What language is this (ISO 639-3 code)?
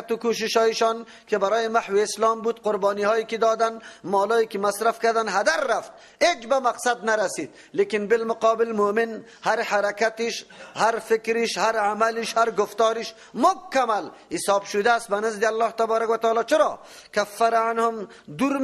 fas